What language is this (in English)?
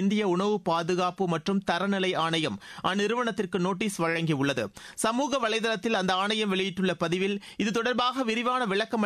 Tamil